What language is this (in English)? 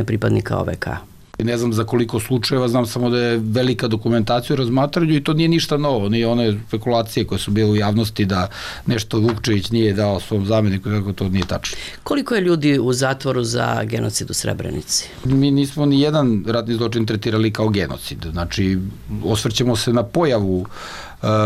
Serbian